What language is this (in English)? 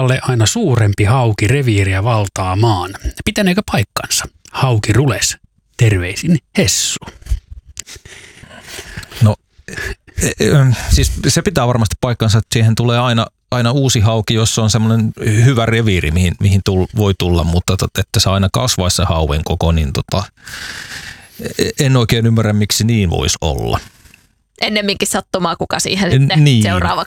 Finnish